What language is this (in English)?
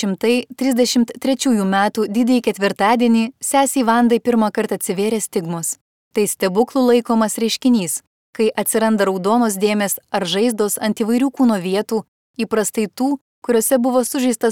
Lithuanian